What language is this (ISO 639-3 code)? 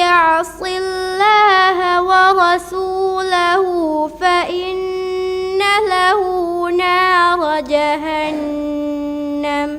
div